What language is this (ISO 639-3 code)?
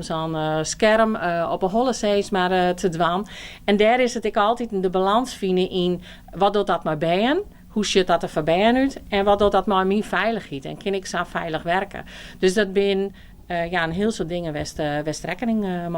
fry